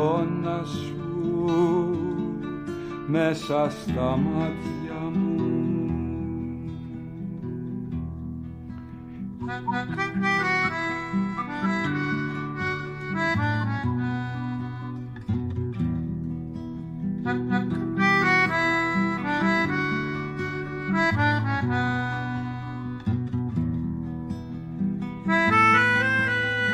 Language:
Greek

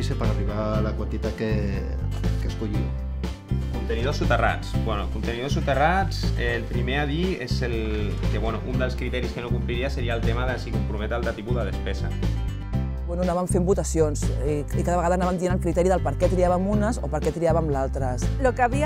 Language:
Catalan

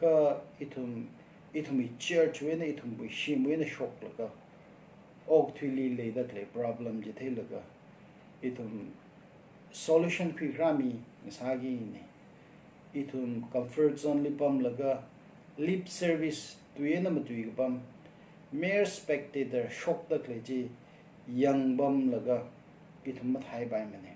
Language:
Tangkhul Naga (India)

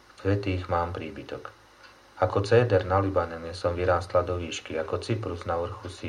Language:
Slovak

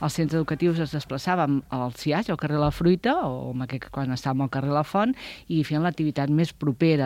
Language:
Catalan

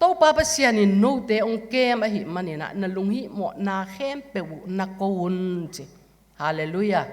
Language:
Tedim Chin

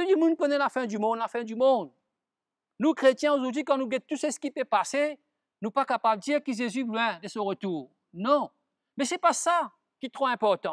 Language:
Morisyen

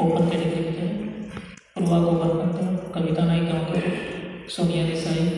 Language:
Konkani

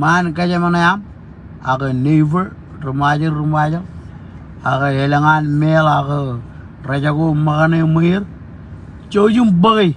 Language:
Marshallese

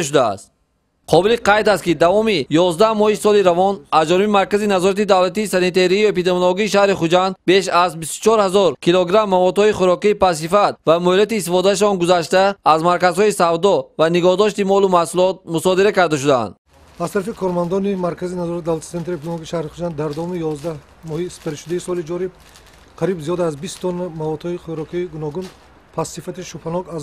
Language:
Tajik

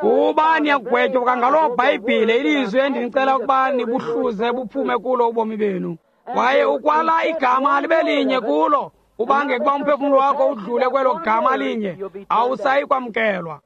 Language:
Xhosa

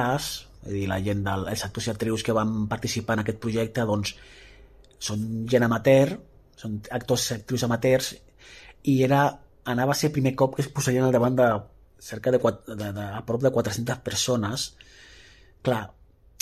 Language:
Catalan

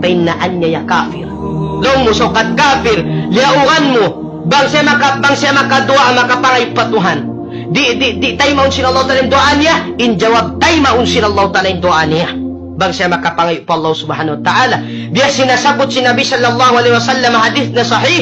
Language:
Tausug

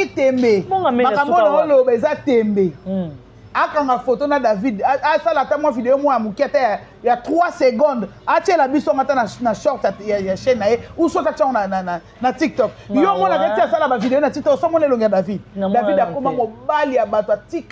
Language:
Lingala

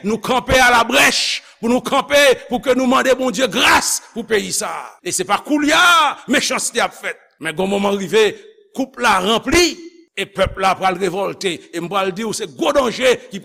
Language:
Haitian Creole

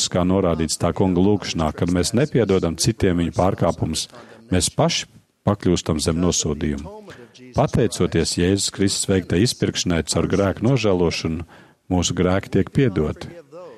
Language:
Latvian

